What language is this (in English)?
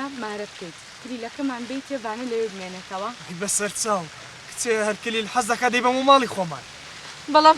Central Kurdish